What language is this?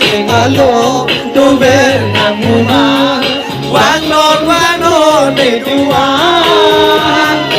Karbi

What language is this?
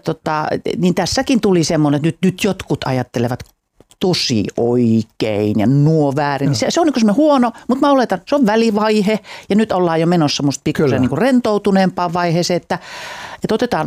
Finnish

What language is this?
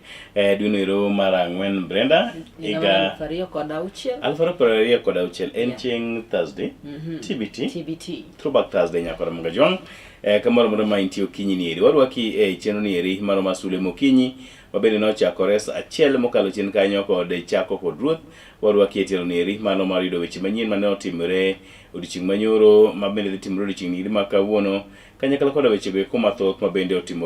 Luo (Kenya and Tanzania)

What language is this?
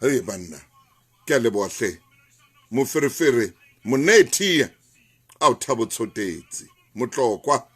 Southern Sotho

